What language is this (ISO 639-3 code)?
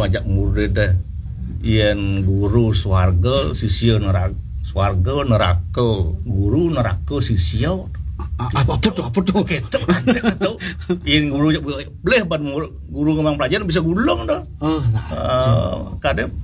ban